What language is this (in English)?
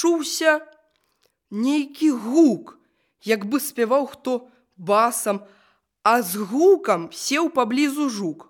Belarusian